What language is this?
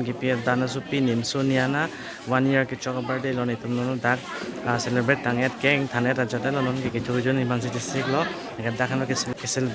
Karbi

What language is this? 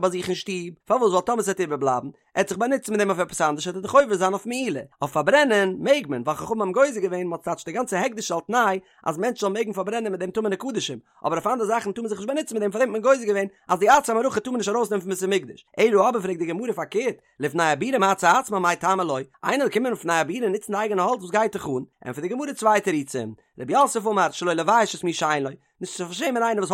Yiddish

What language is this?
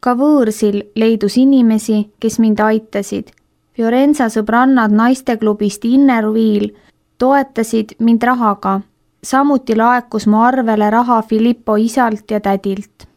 Estonian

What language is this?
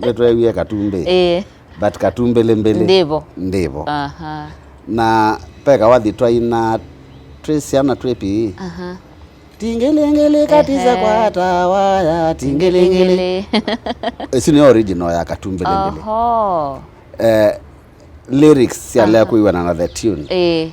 Kamba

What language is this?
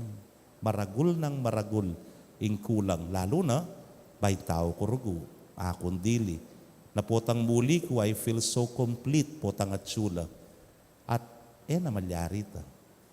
Pampanga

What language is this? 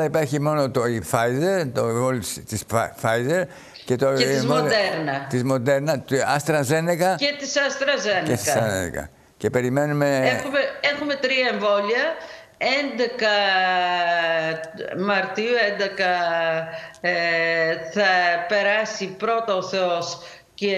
Greek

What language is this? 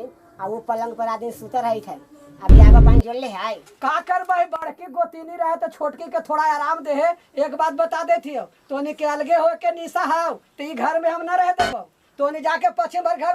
Magahi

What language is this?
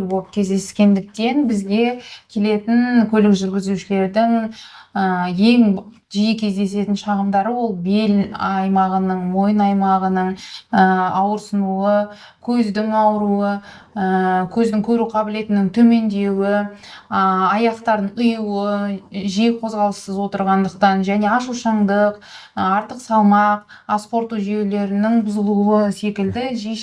Kazakh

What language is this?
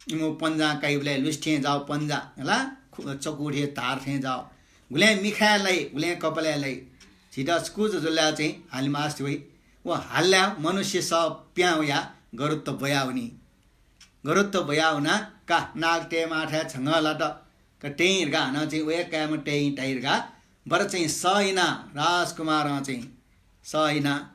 Newari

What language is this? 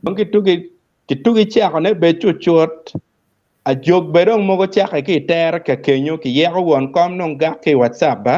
Acoli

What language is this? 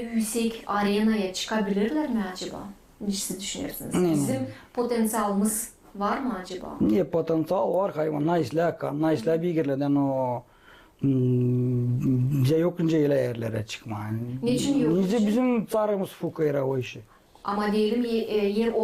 Gagauz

